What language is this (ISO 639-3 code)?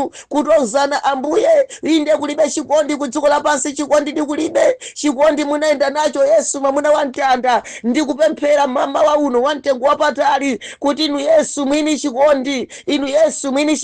nya